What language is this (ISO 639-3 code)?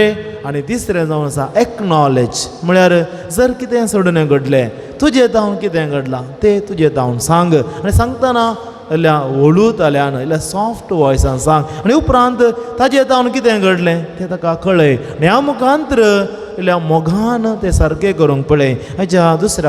kok